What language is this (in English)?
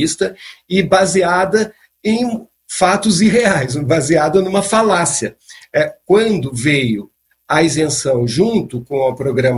Portuguese